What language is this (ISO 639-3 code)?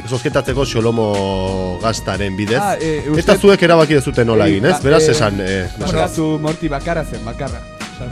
eus